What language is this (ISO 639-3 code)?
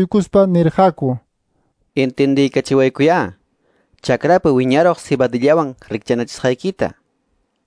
quy